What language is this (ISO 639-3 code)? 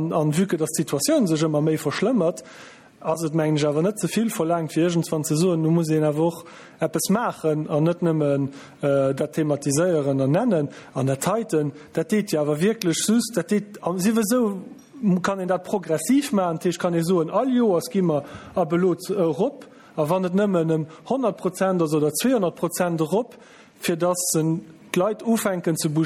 ltz